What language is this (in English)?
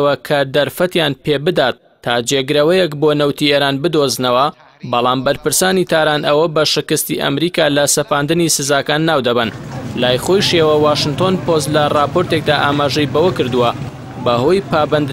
Central Kurdish